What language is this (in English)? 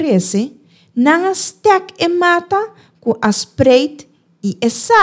Papiamento